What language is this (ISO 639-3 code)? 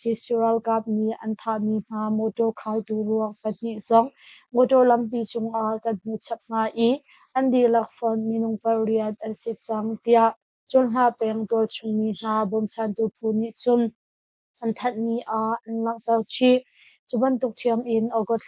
cnh